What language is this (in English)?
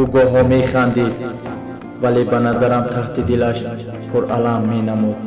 Tajik